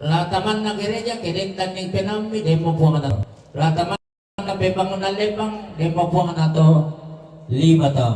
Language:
Toraja-Sa'dan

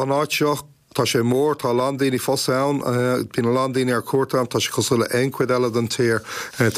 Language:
Irish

